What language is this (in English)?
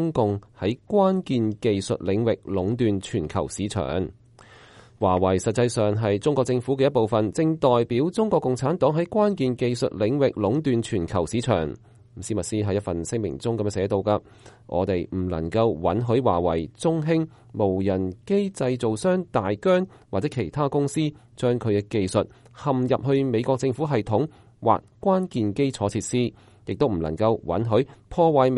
Cantonese